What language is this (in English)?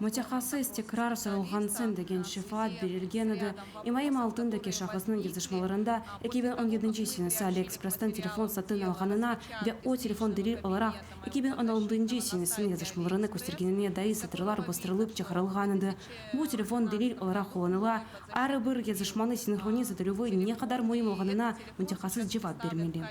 Crimean Tatar